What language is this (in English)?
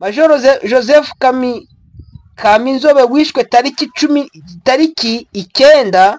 Kinyarwanda